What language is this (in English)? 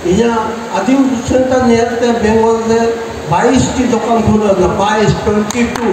Santali